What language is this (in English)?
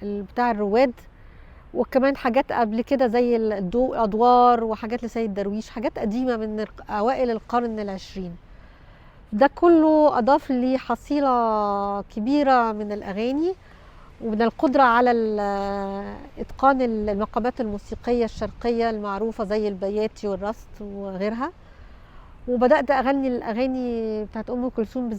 Egyptian Arabic